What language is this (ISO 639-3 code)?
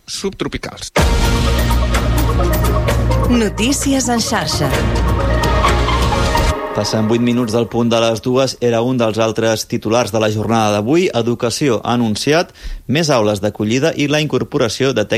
cat